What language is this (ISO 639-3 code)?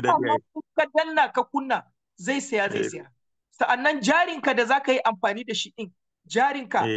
hau